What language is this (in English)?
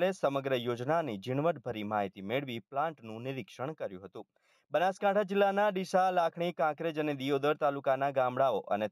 Gujarati